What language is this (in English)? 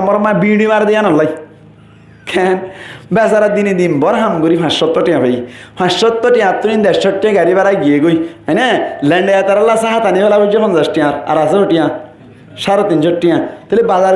Rohingya